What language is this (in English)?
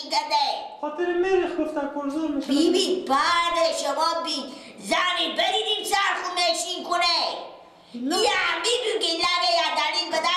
Persian